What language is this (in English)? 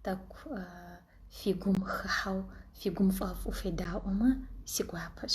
Kabardian